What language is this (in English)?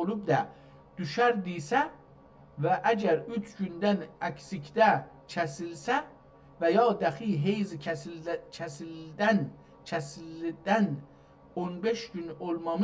South Azerbaijani